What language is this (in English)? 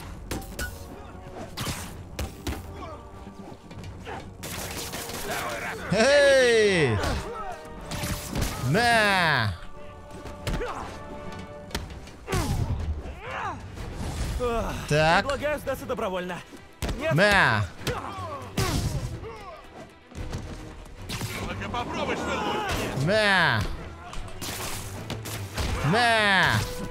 Kazakh